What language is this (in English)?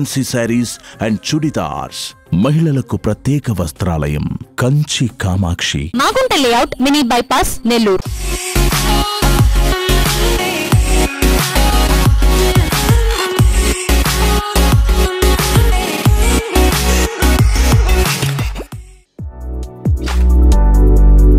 Telugu